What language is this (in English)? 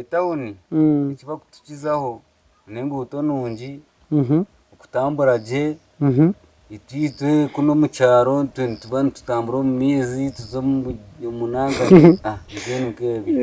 Nyankole